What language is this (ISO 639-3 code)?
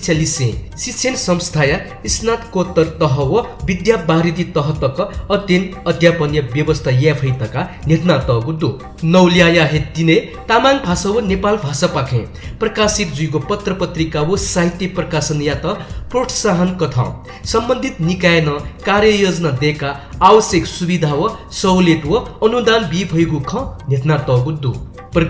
new